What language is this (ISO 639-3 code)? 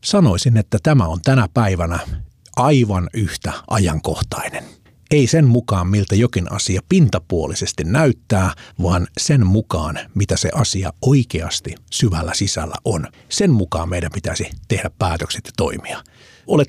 fin